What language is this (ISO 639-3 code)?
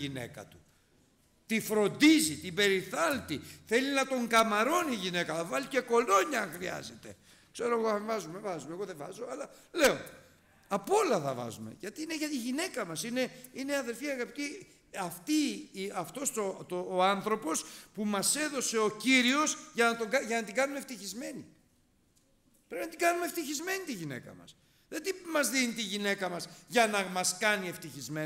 ell